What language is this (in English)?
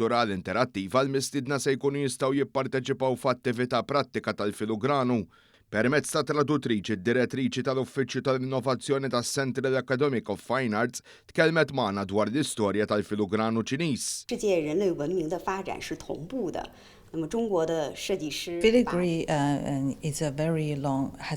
Maltese